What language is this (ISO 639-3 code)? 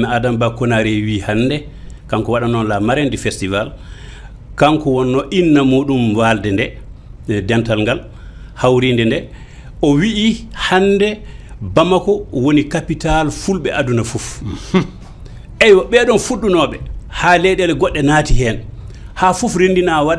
ful